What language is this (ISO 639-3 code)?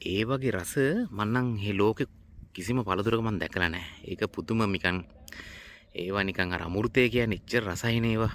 sin